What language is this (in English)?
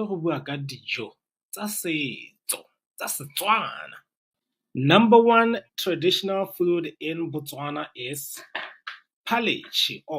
Tswana